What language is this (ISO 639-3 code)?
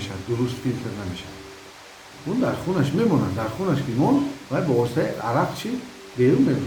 tgk